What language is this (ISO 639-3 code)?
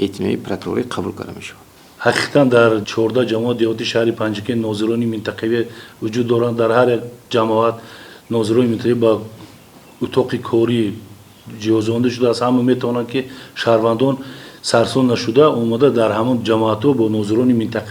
tgk